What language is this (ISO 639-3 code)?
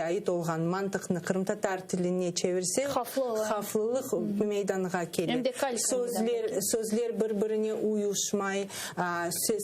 crh